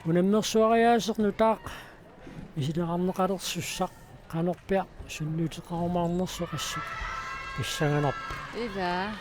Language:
Kalaallisut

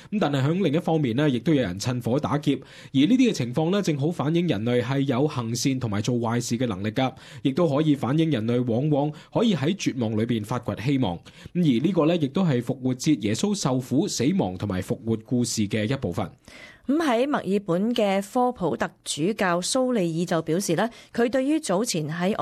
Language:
Cantonese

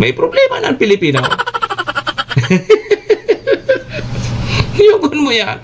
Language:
Bikol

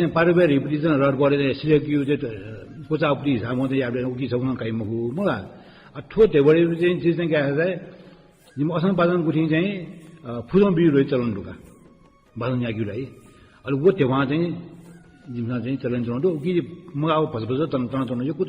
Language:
Newari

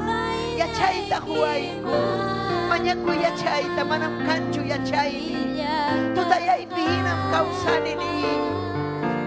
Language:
Ayacucho Quechua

